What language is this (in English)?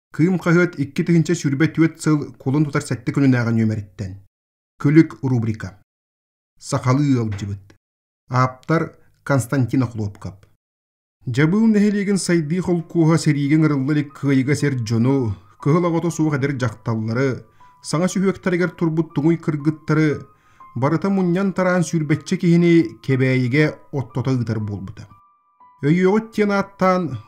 Yakut